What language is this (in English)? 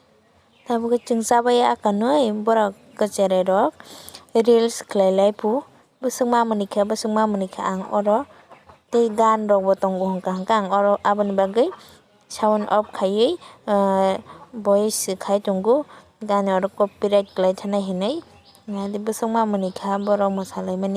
Kok Borok